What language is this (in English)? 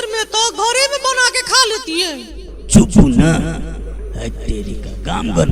Maithili